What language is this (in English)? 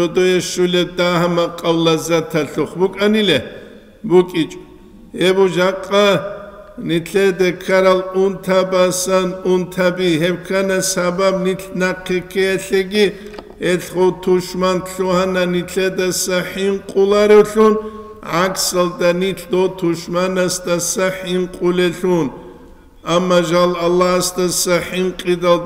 Avaric